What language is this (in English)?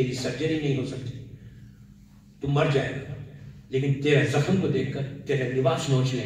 Urdu